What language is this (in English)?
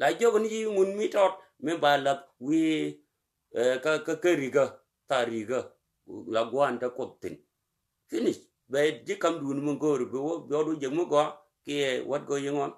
Nuer